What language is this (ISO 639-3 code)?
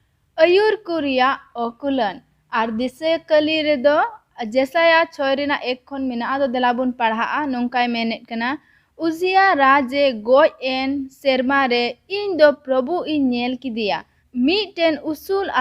sat